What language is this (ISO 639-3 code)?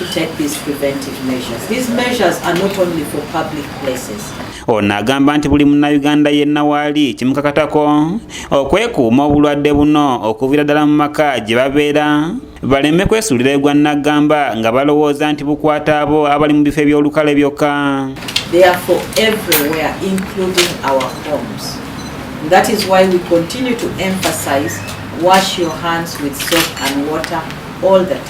lug